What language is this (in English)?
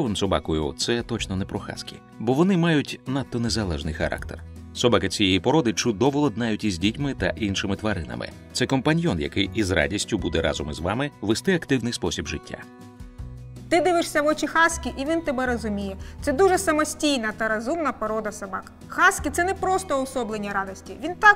Ukrainian